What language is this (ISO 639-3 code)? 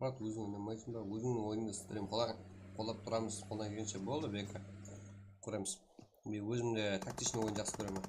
kaa